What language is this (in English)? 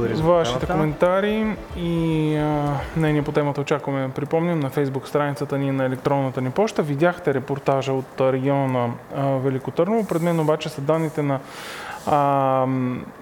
Bulgarian